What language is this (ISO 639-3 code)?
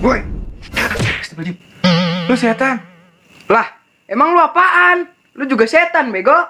bew